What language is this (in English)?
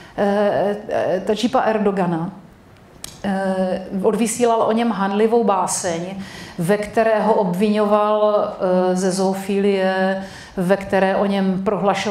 Czech